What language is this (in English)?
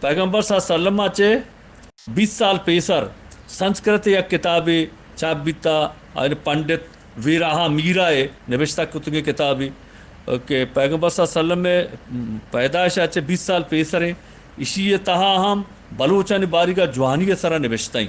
Eastern Balochi